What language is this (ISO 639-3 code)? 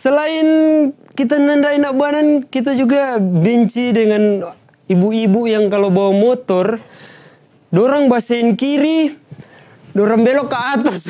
xmm